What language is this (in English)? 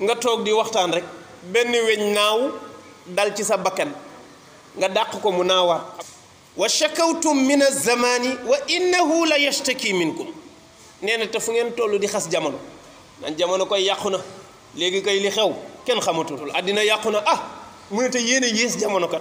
Wolof